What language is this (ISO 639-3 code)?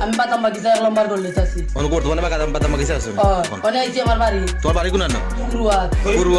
syl